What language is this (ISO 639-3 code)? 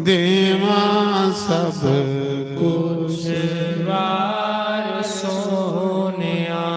doi